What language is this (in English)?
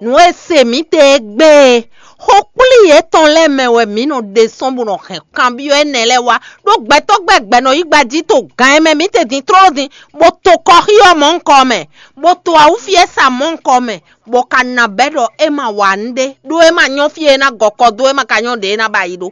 Fon